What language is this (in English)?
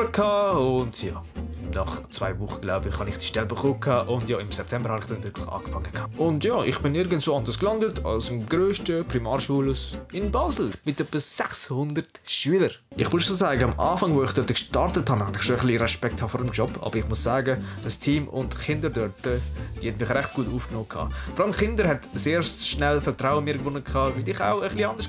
German